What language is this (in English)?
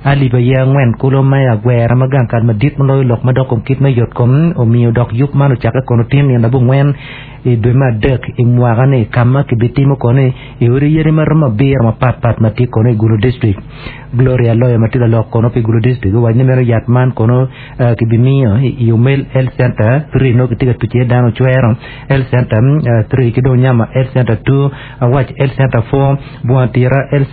Acoli